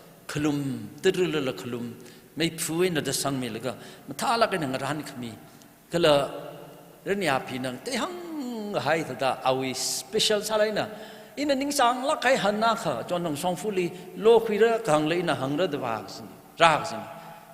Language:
Tangkhul Naga (India)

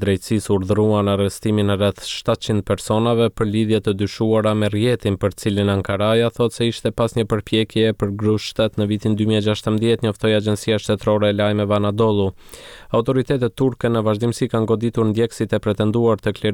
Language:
Albanian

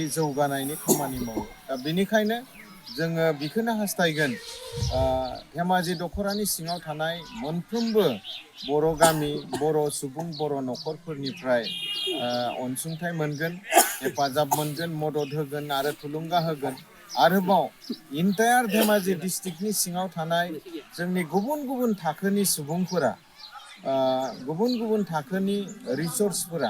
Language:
Bodo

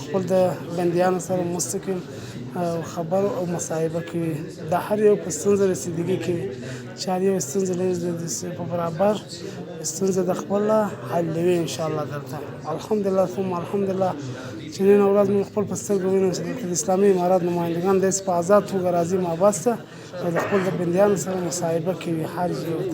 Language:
Pashto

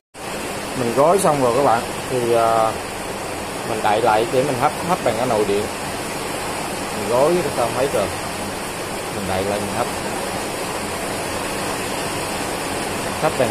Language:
Vietnamese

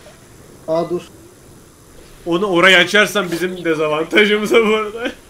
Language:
Turkish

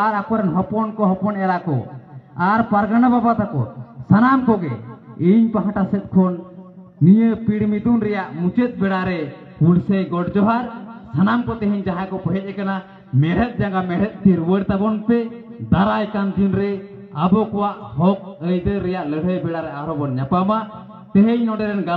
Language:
Santali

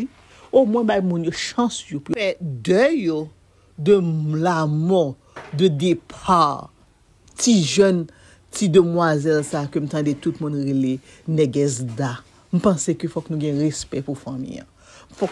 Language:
Haitian Creole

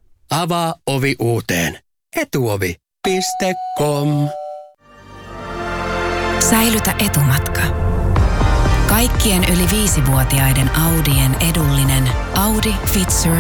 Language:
Finnish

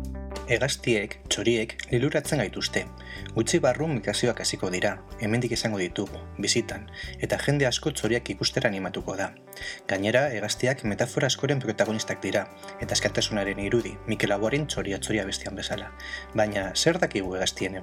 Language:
Basque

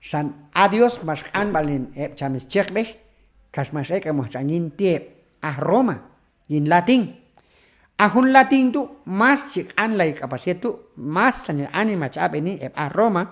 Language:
Q'anjob'al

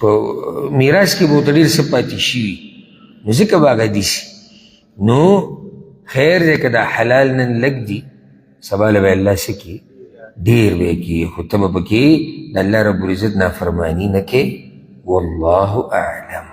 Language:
Pashto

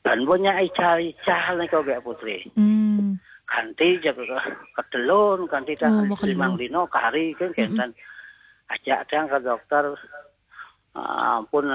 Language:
Balinese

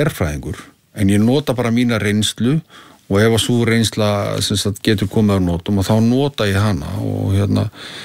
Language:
Icelandic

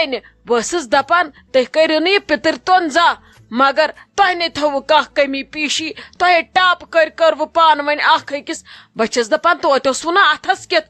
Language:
Kashmiri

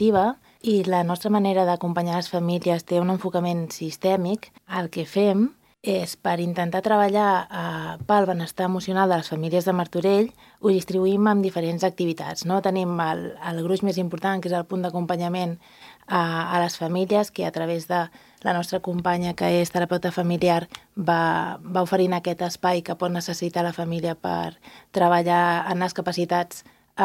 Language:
Catalan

